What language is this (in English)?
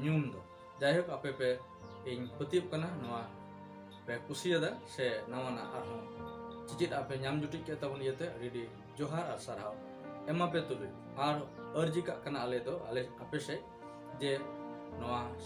Santali